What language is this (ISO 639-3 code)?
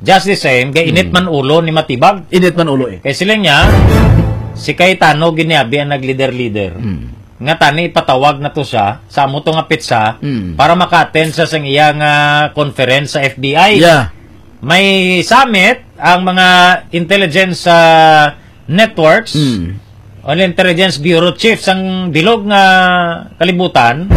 hil